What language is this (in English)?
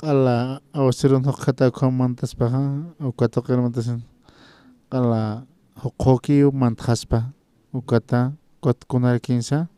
Aymara